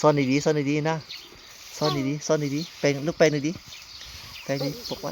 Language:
Lao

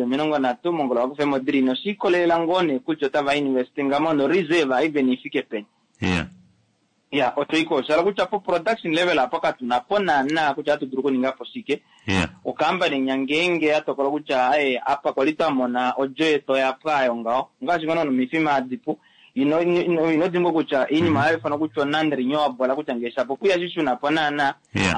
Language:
Kuanyama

